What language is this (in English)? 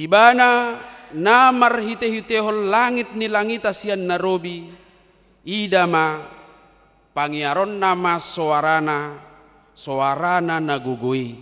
Batak Toba